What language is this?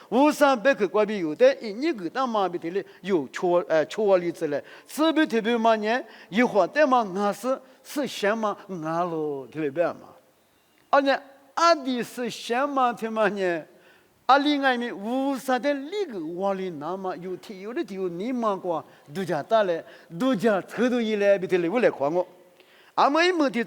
Lisu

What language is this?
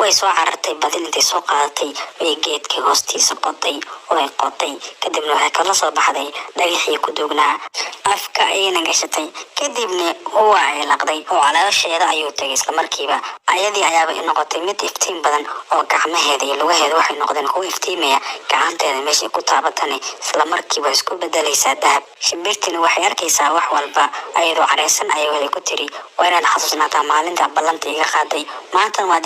Somali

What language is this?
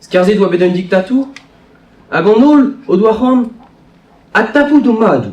Breton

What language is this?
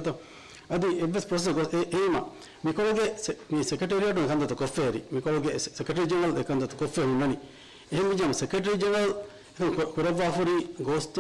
Divehi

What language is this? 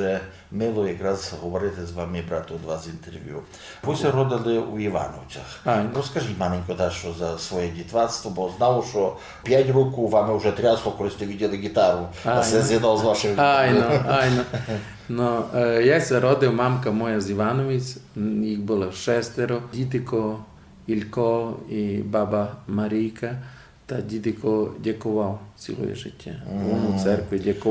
Rusyn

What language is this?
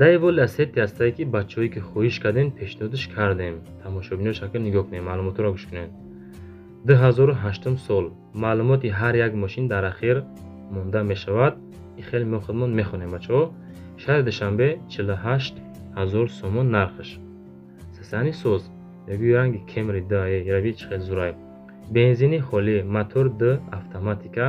Tajik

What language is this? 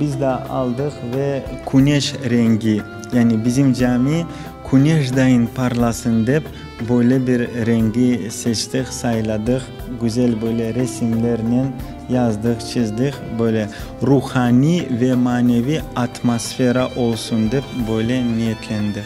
Crimean Tatar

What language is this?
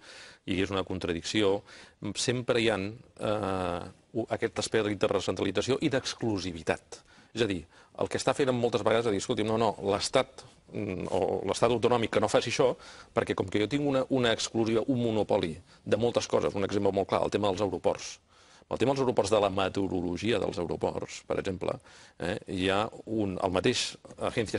Catalan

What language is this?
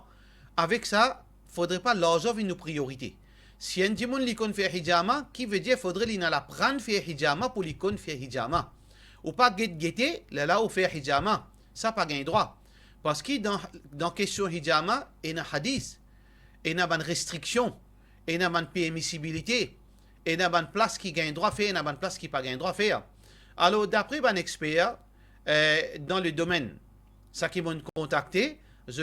Morisyen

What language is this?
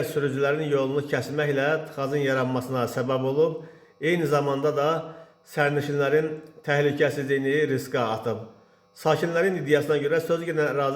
Azerbaijani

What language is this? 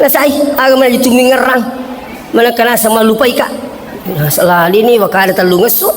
Buginese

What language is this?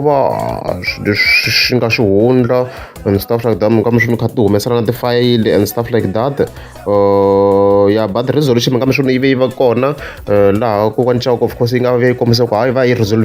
Tsonga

